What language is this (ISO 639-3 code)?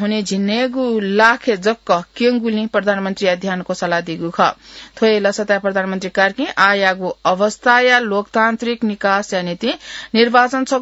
new